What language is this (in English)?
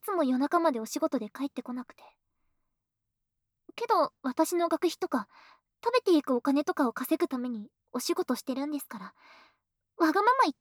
Japanese